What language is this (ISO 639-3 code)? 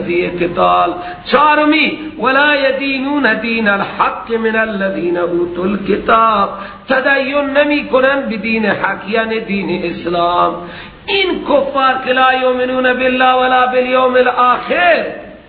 fas